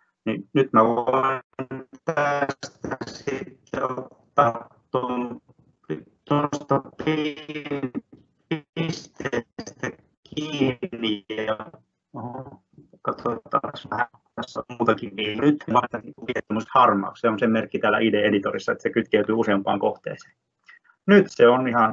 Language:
Finnish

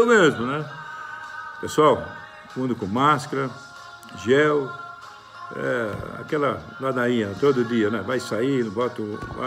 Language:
Portuguese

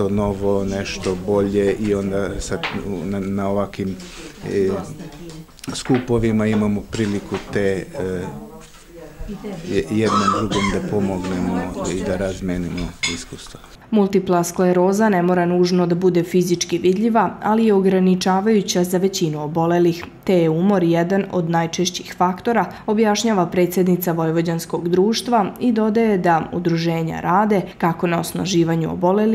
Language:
Serbian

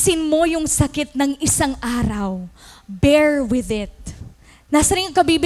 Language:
Waray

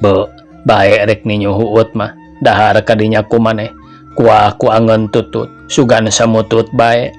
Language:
Sundanese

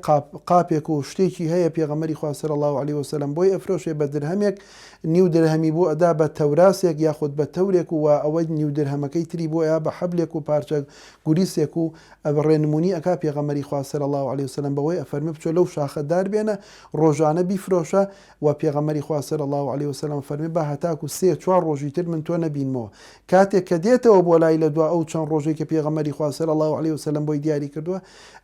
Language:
Central Kurdish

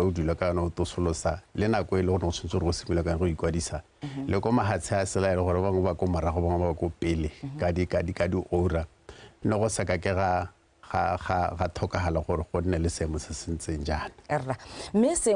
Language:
Tswana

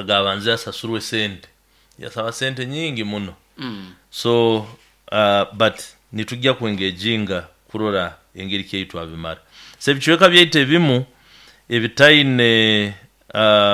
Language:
Nyoro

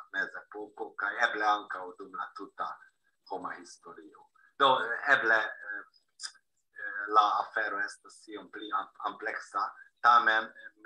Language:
Esperanto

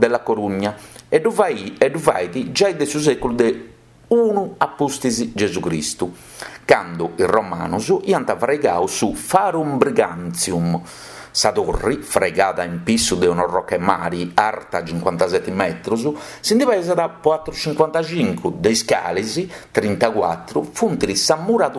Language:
Sardinian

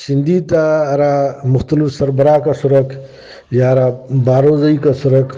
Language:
Brahui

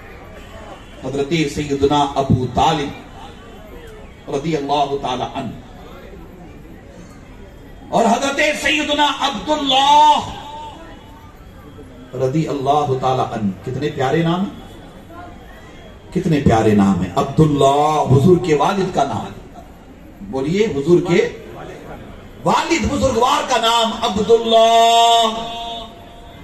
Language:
Urdu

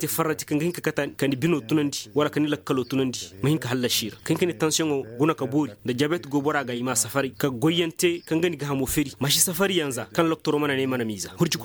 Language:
Koyraboro Senni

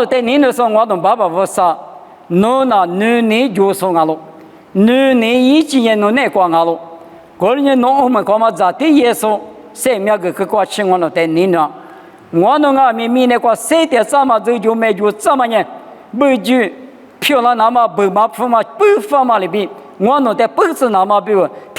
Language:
Lisu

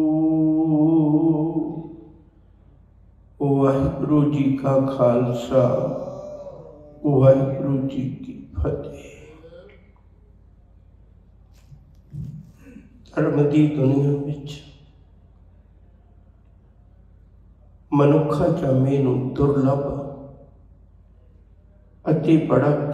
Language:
Punjabi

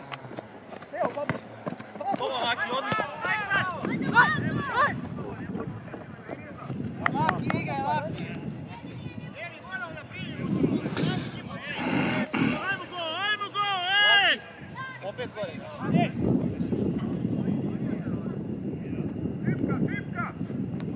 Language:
Croatian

